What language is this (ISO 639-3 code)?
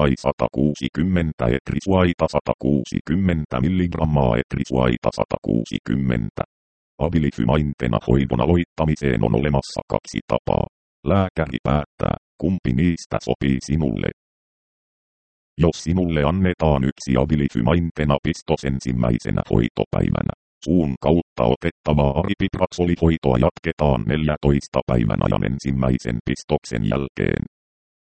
fin